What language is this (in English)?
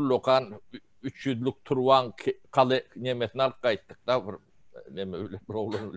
Turkmen